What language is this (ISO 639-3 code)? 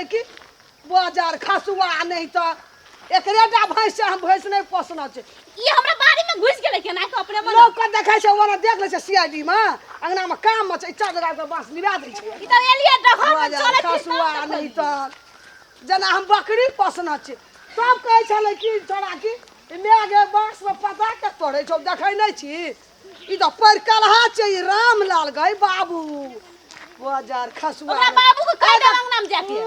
mai